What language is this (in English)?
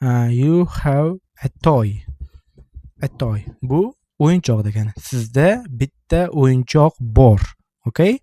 Uzbek